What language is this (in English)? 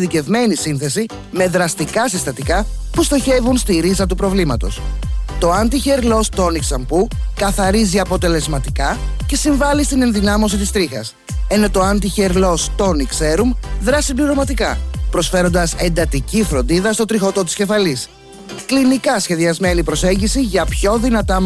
Greek